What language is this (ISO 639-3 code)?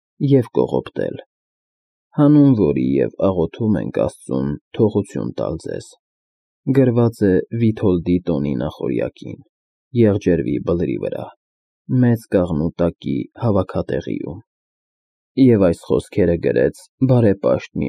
hye